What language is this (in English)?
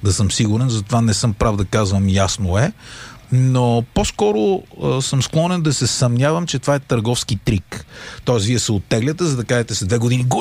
Bulgarian